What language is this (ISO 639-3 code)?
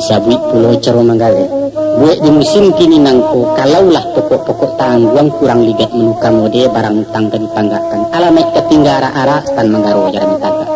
min